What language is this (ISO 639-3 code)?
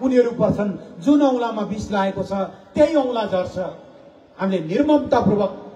nep